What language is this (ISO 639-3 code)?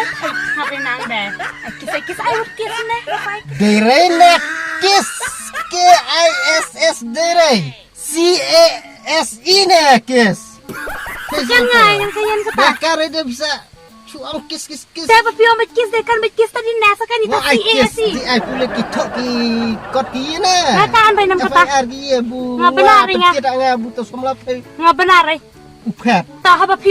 kha